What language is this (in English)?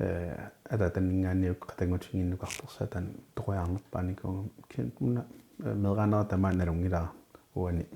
Kalaallisut